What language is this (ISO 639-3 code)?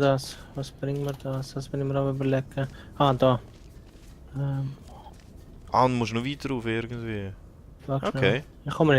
gsw